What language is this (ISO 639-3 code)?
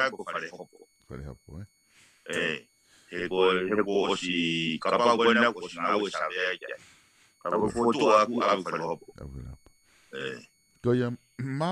ton